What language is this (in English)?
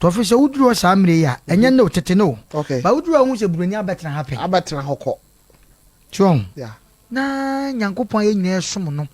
Akan